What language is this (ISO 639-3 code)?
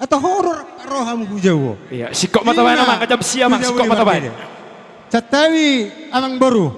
bbc